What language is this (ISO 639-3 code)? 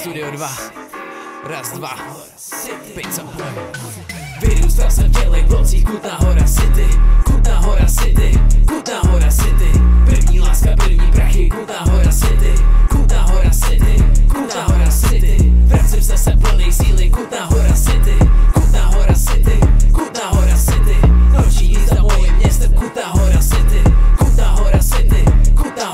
ces